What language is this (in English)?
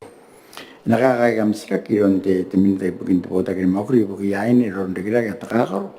Gilbertese